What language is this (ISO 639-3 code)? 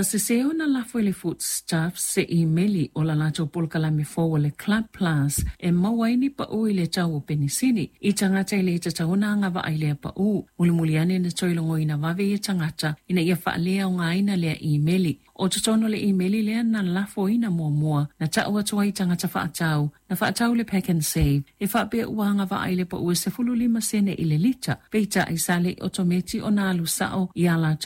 smo